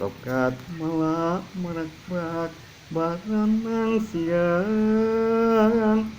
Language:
Sundanese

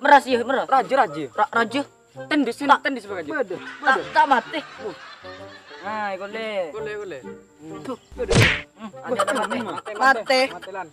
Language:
Madurese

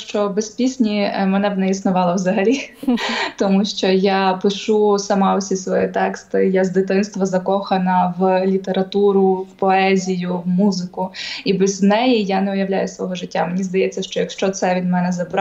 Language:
Ukrainian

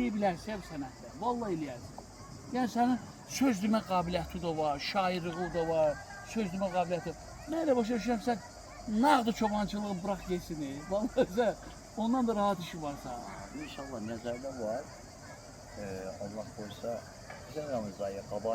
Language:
Azerbaijani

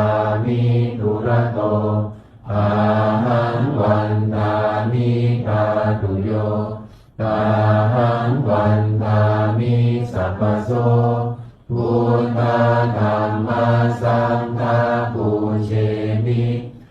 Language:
Pali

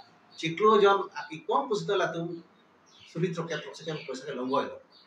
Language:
Karbi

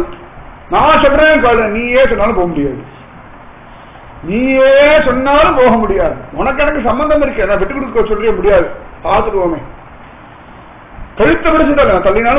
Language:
Tamil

